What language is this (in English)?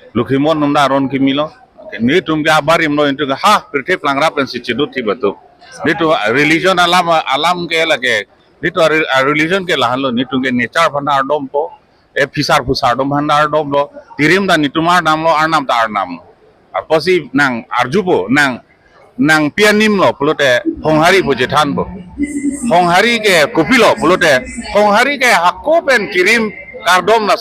Karbi